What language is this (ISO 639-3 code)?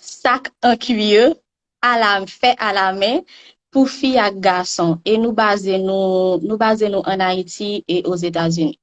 hat